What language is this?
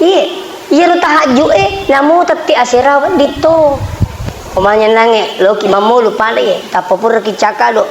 Buginese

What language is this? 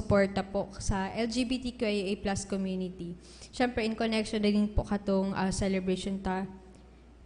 Bikol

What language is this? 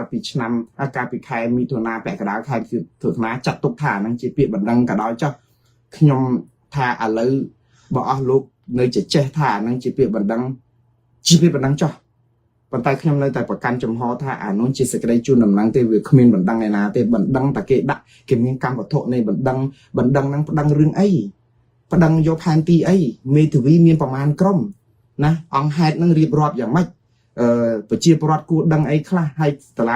Khmer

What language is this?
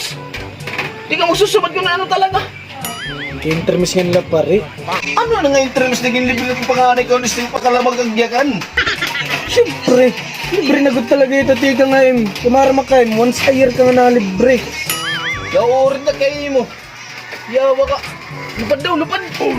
Waray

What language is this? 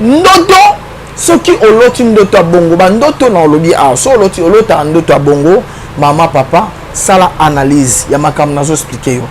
Lingala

